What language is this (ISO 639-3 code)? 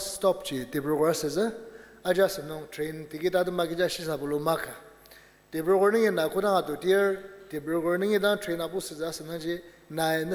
njo